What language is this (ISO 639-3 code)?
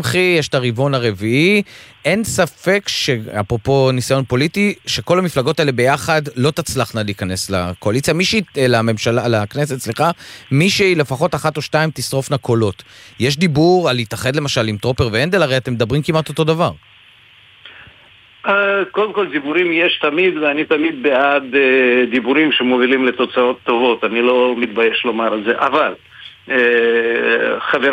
heb